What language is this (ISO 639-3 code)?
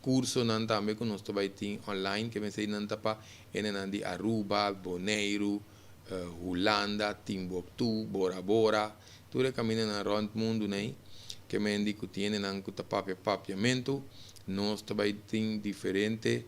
pap